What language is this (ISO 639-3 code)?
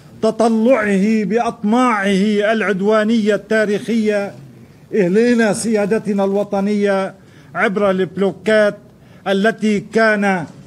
ara